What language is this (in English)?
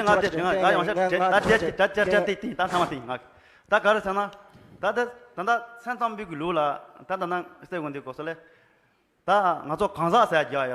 Tibetan